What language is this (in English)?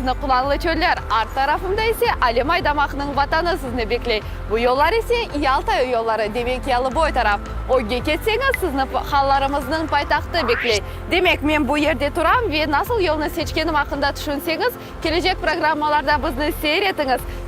Crimean Tatar